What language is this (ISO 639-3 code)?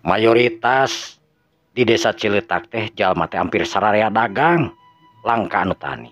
sun